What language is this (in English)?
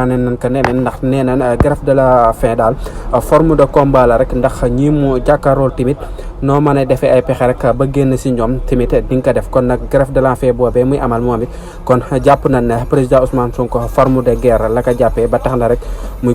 Wolof